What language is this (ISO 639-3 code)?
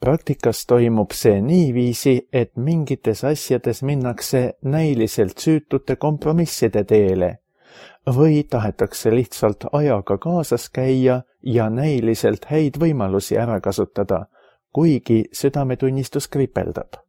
est